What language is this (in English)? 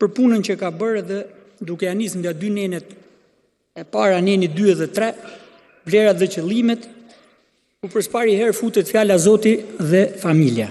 Albanian